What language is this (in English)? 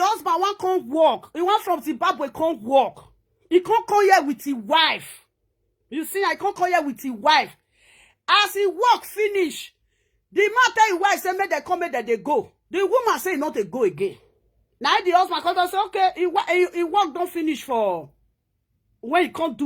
Nigerian Pidgin